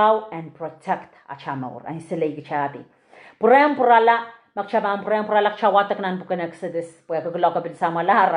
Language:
Pohnpeian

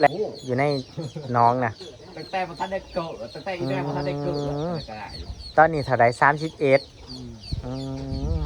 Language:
Northeastern Thai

